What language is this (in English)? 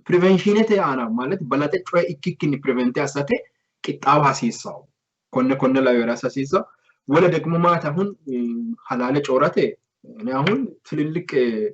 Sidamo